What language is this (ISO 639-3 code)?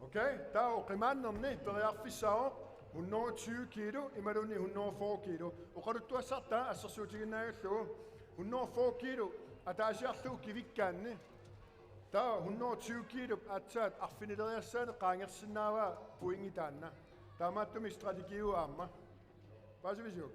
kal